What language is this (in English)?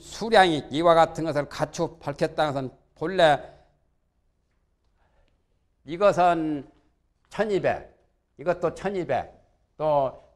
Korean